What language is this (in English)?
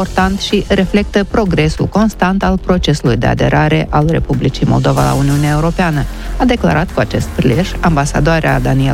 Romanian